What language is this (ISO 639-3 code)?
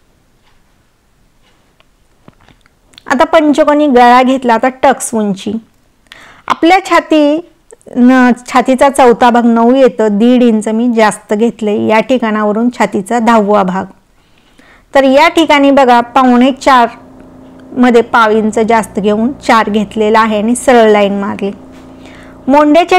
mar